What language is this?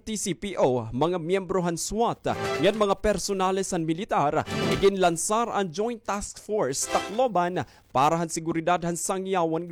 Waray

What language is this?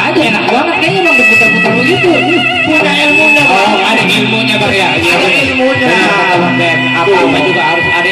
Betawi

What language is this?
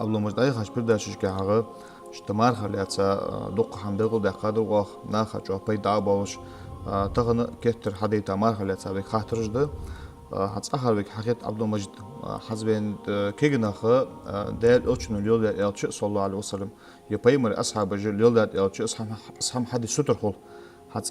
Ingush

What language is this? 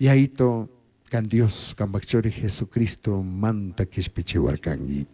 Chimborazo Highland Quichua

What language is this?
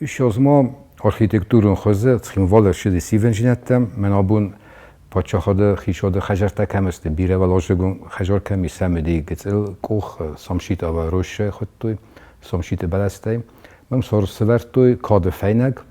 Ossetic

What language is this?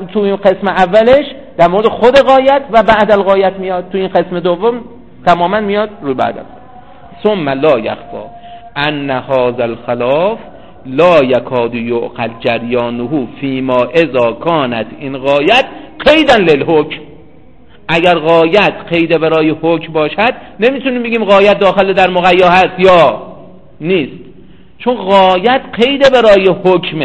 Persian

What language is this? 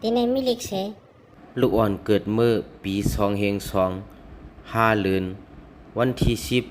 Shan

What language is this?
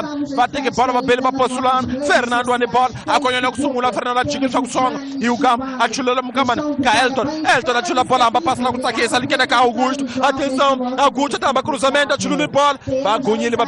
Tsonga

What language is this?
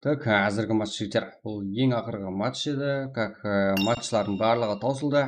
Kara-Kalpak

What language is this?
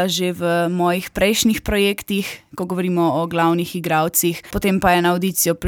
Slovenian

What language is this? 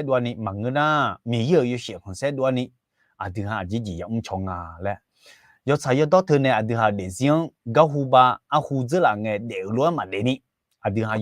Akha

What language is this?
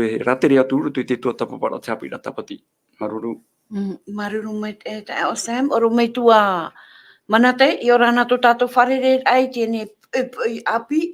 Tahitian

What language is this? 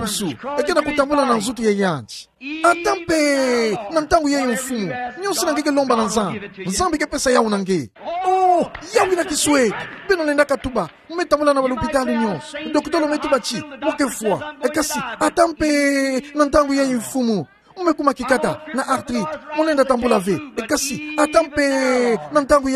Kituba (Democratic Republic of Congo)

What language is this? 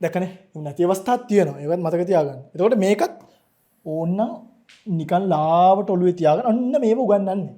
Sinhala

